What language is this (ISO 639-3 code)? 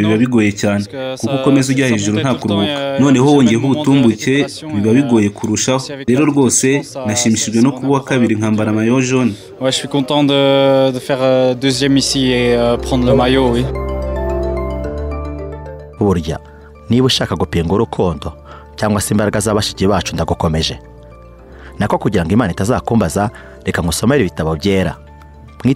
kin